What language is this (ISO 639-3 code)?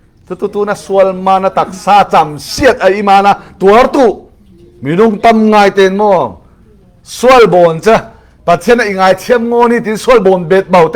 cfm